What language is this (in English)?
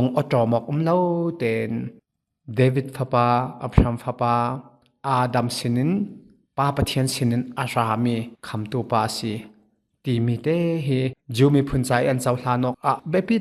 Hakha Chin